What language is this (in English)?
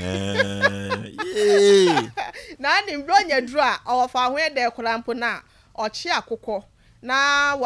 Akan